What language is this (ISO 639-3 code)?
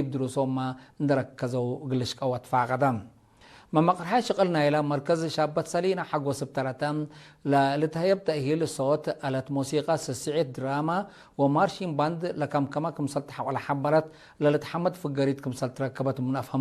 tig